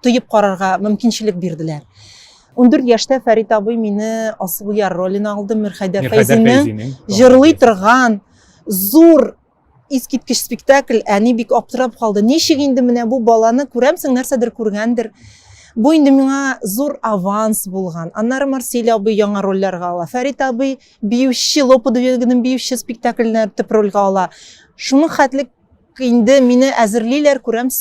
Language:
Tatar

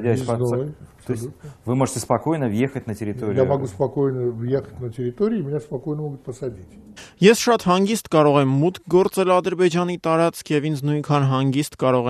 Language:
Armenian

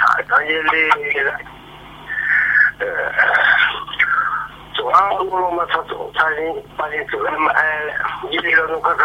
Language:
Thai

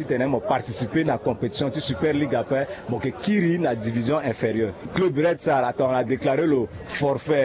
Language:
Sango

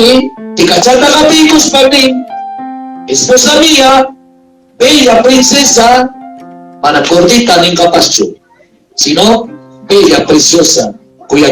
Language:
Ayacucho Quechua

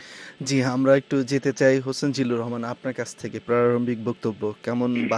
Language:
Bangla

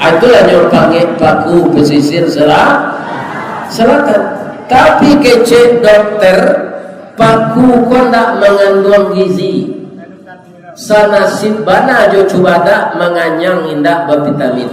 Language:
Minangkabau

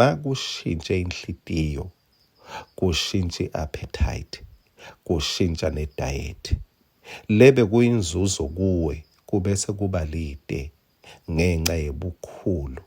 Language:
Swati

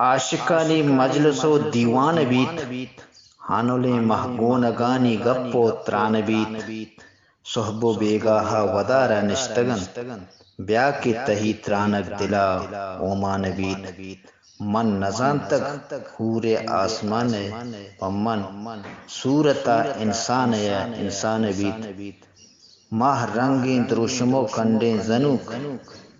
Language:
Eastern Balochi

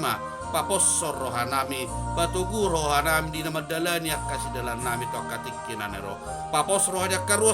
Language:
Batak Toba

